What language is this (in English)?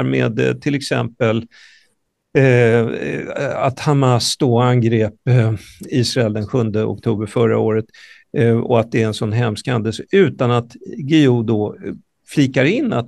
Swedish